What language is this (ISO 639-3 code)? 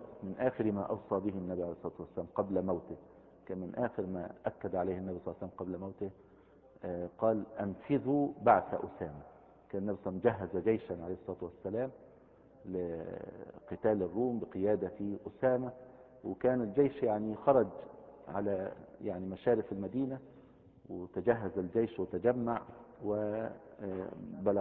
ara